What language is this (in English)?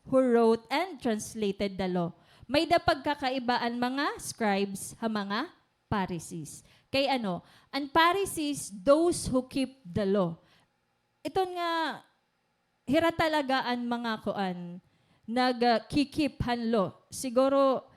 Waray